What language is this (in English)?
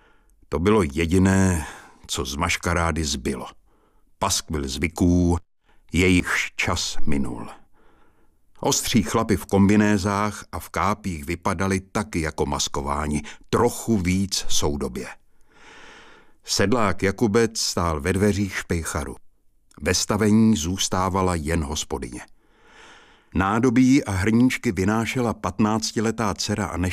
Czech